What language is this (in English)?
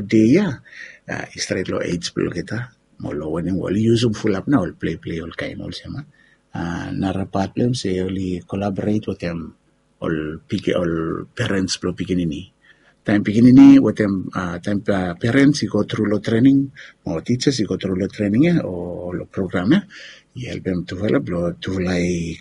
Bislama